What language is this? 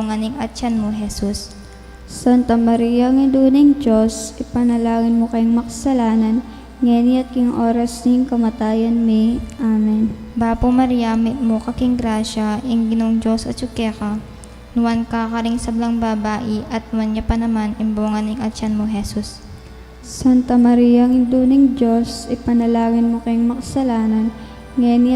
Pampanga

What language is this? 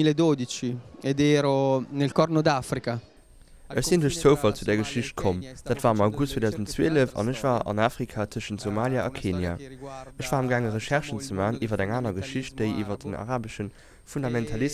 Luxembourgish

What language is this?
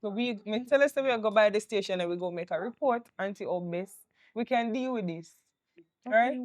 Jamaican Creole English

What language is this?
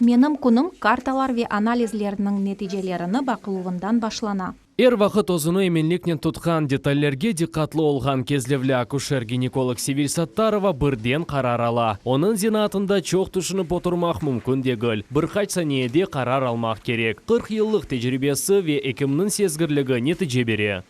Crimean Tatar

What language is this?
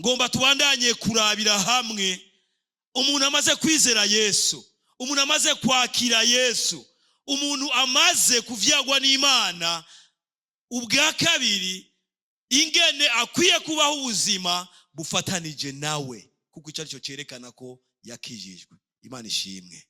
Rundi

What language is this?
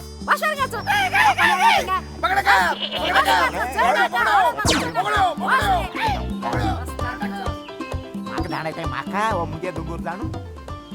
Konkani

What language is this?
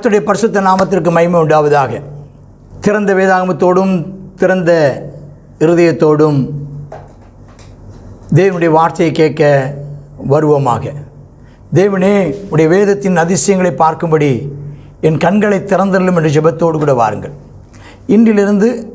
Tamil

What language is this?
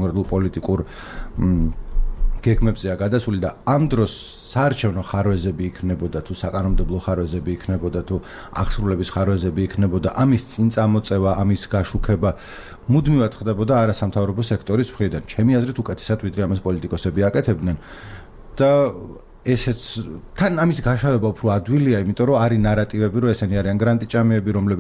Georgian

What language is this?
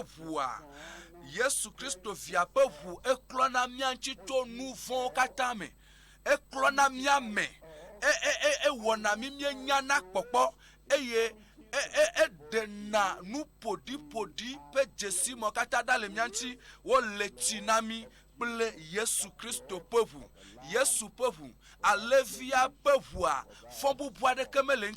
Ewe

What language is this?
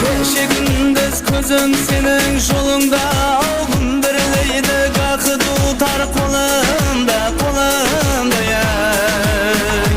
Kara-Kalpak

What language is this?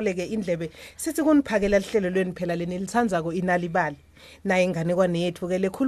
Swati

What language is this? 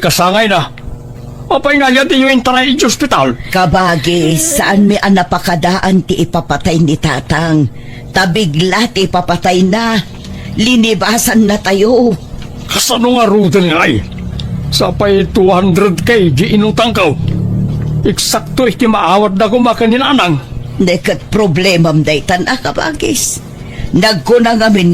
Iloko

